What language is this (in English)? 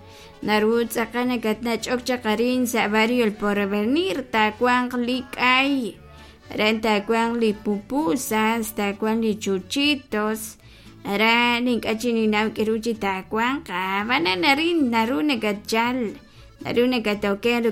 Kekchí